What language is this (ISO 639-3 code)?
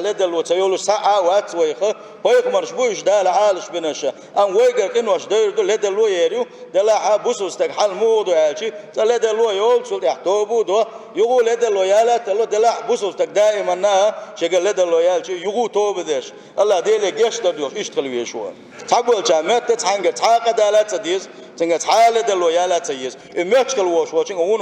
che